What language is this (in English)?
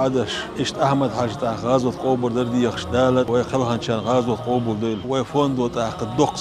Chechen